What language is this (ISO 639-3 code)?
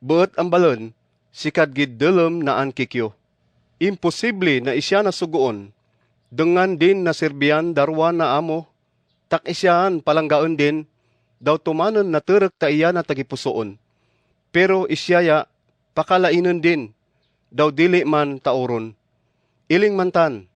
cgc